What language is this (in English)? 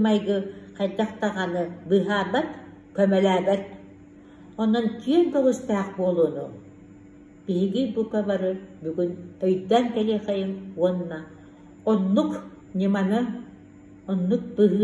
Yakut